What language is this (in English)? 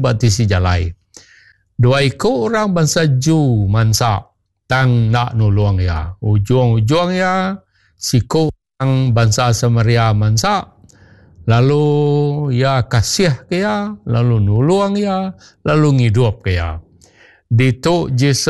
Iban